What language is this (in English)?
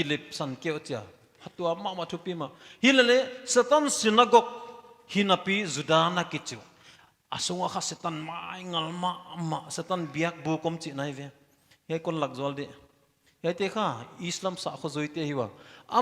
Paite Chin